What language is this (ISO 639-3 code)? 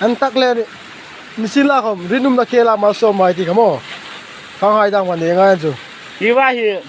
hmr